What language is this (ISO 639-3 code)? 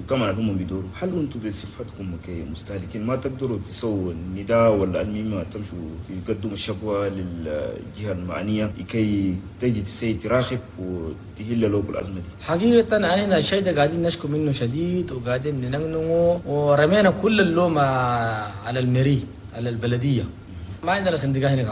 shu